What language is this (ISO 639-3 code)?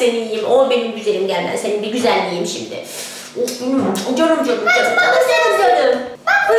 tur